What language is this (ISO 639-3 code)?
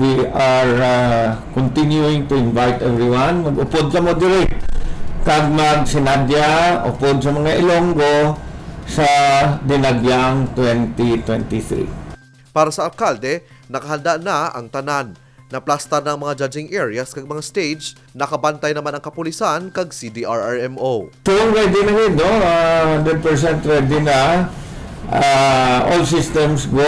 hil